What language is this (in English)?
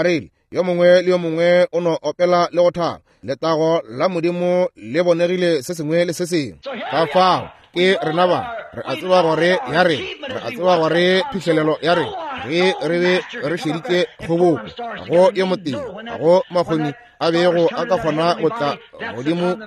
Northern Sotho